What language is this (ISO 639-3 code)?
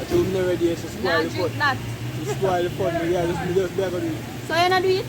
jam